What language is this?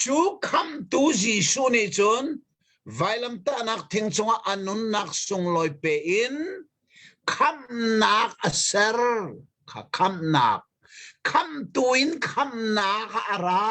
Hakha Chin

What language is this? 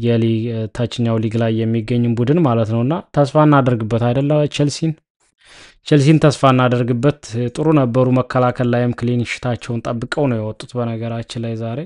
Amharic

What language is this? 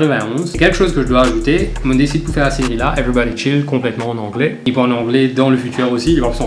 Morisyen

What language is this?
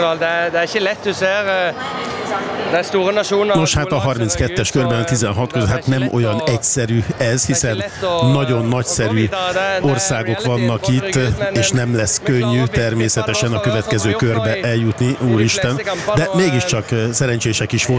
Hungarian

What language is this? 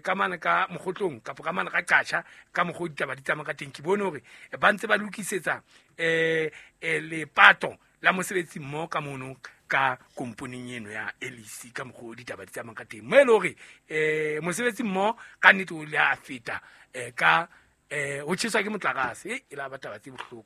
Southern Sotho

